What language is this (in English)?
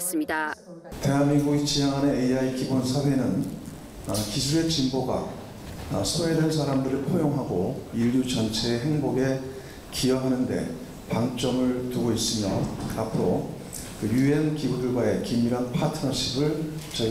Korean